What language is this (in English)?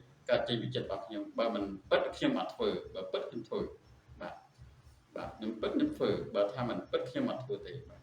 Khmer